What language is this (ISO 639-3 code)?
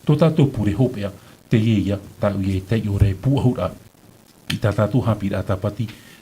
tah